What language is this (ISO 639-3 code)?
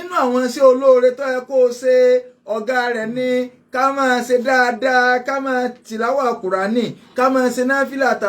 yor